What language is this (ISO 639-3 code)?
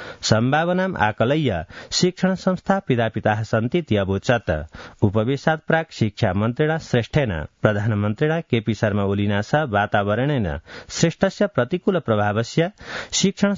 san